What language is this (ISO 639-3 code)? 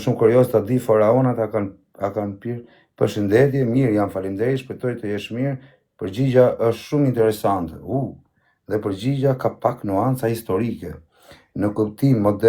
sqi